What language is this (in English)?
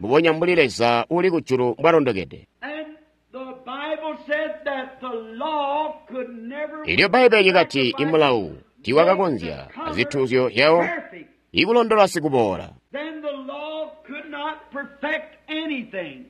Tonga (Zambia)